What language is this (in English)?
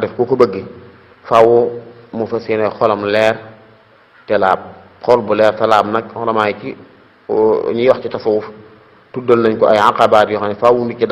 Wolof